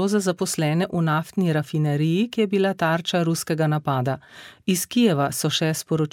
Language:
Slovenian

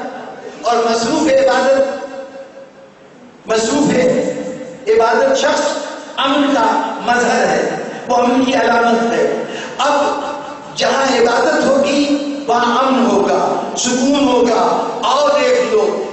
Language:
Urdu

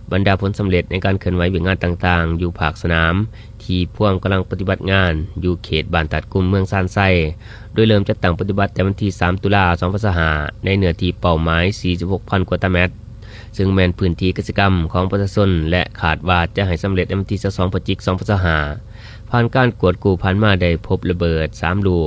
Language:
Lao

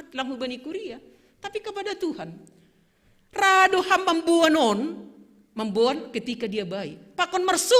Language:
Batak Simalungun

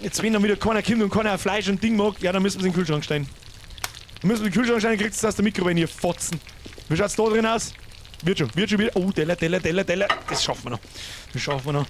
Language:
Bavarian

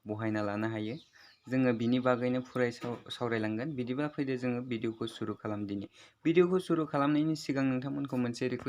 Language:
Bodo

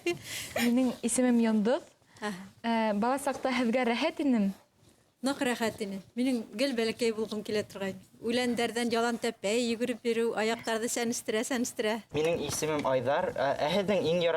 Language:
Bashkir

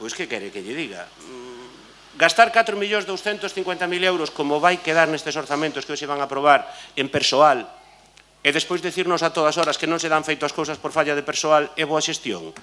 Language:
Galician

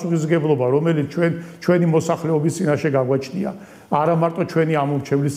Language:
Georgian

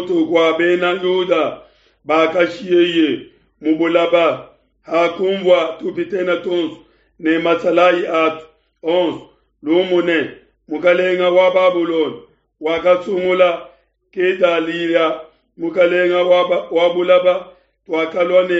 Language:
Luba-Lulua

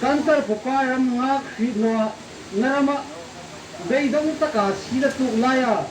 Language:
Hmar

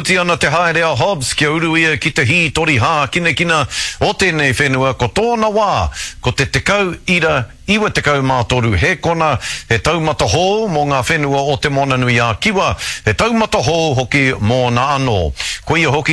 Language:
Māori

